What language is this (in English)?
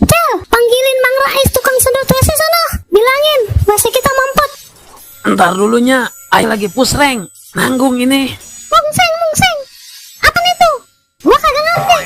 Betawi